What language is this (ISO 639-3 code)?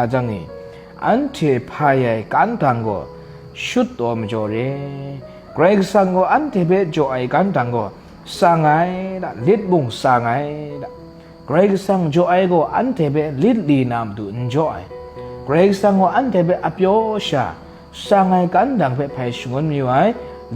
kac